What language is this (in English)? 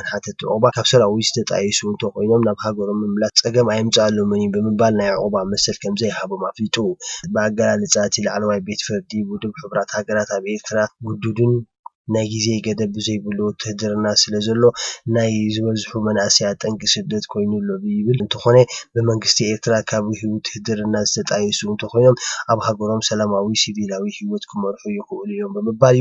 Tigrinya